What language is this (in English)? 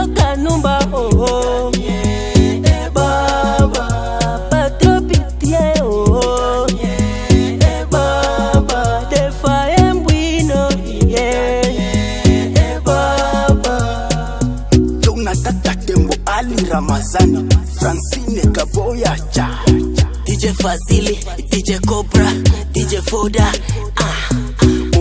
Swahili